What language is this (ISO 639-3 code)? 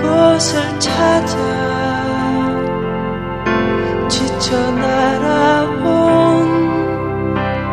kor